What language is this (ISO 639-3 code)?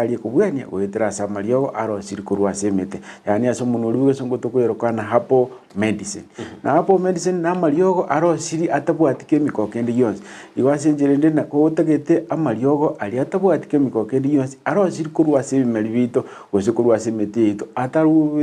guz